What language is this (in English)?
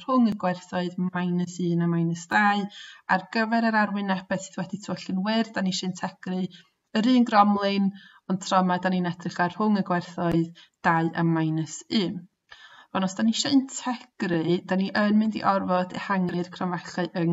Welsh